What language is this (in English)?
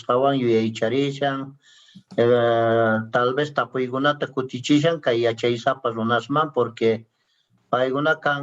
Quechua